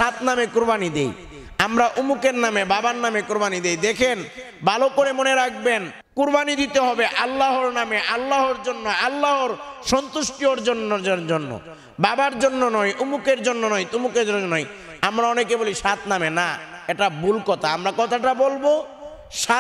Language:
Bangla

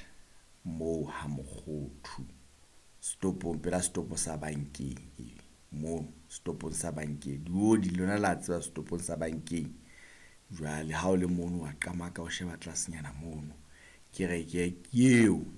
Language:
Southern Sotho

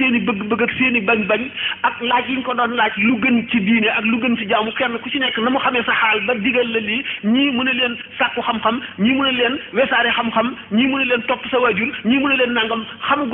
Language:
Wolof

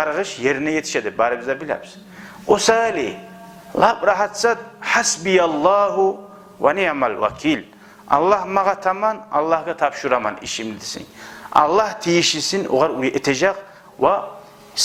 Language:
Kumyk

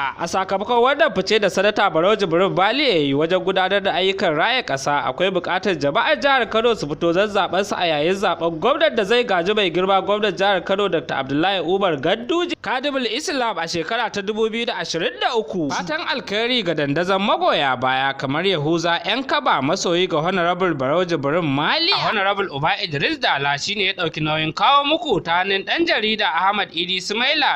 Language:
Hausa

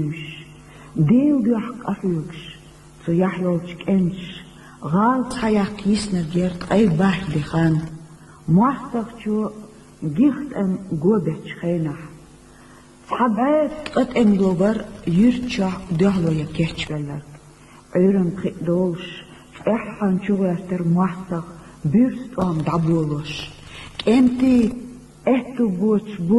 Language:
Chechen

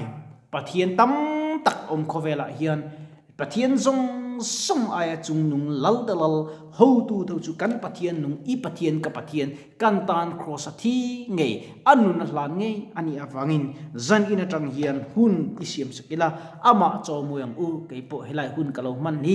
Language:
Mizo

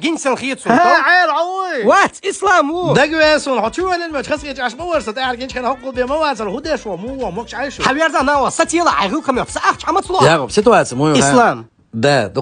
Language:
Chechen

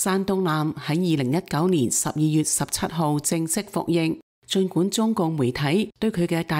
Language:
Cantonese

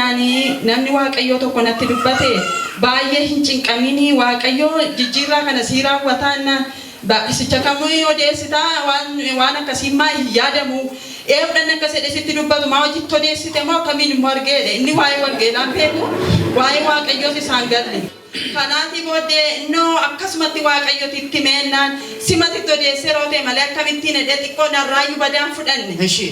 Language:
Oromo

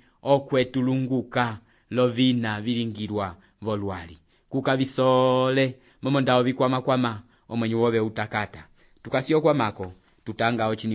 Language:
Umbundu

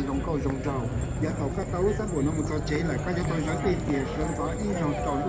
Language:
Hmong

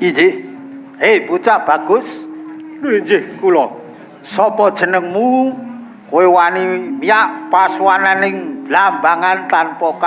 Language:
Javanese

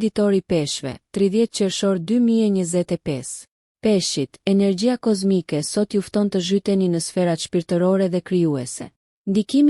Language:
Albanian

